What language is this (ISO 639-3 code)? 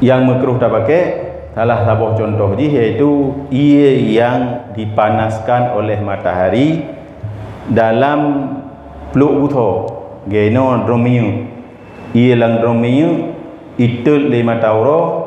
ace